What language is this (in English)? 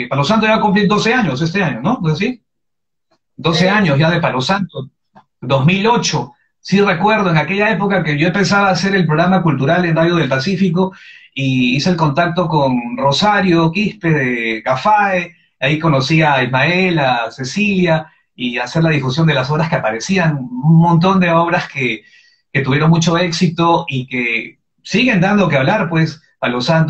Spanish